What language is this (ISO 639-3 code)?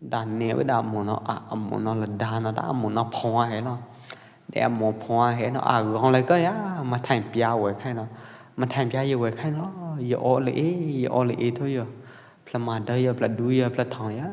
kjp